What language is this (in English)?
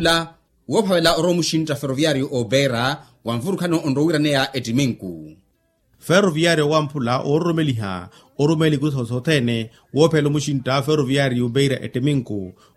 Makhuwa